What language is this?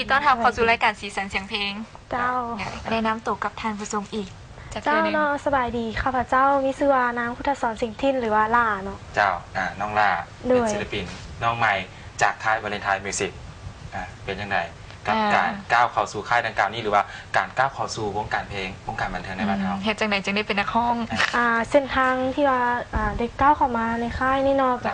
Lao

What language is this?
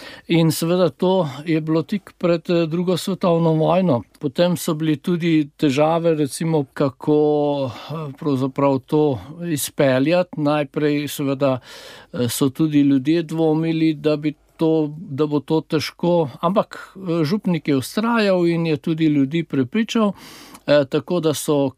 Slovenian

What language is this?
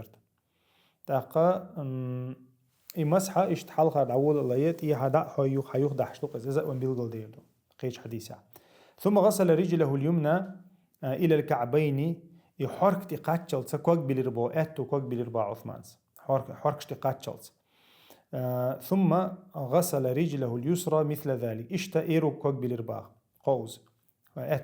Chechen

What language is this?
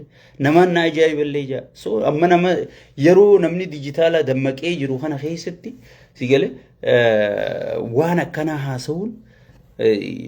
Oromo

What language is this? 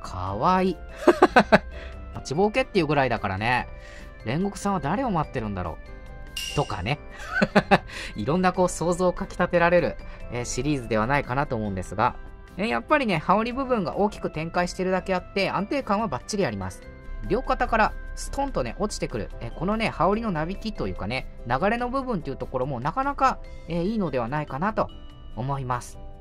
Japanese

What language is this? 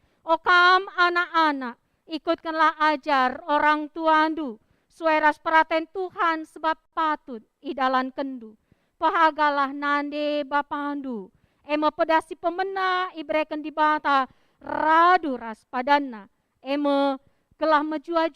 Batak Karo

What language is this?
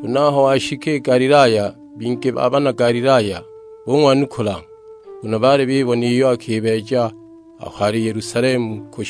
Sukuma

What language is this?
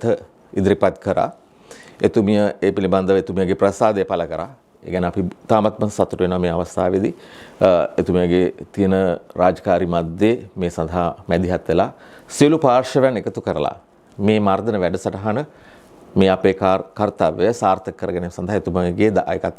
Sinhala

